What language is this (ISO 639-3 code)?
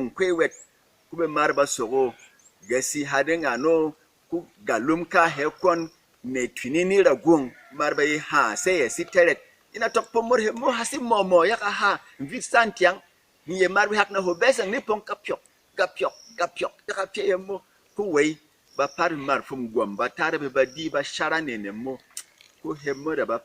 bom